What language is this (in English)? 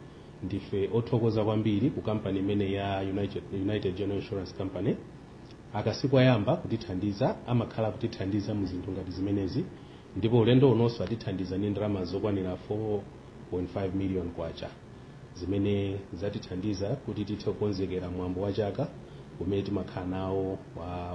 Nyanja